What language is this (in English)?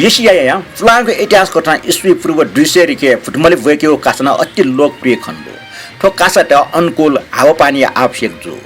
Newari